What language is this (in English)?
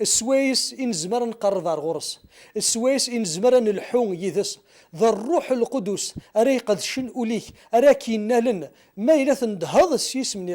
Kabyle